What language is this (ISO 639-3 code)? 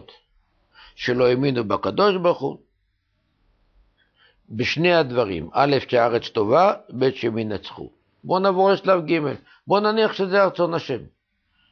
heb